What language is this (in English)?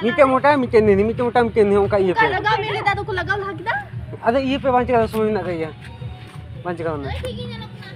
Santali